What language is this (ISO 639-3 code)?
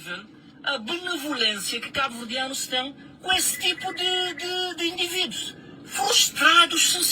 kea